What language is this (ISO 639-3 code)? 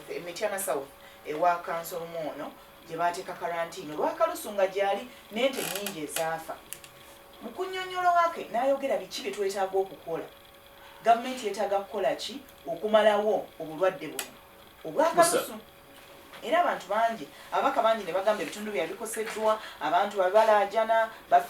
lug